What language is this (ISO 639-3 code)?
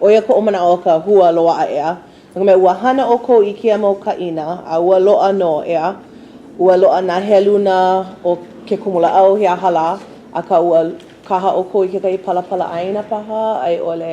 haw